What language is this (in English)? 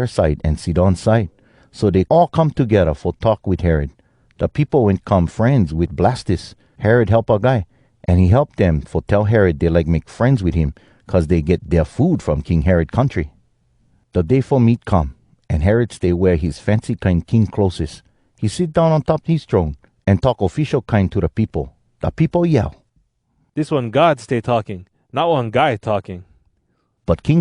Hawai'i Creole English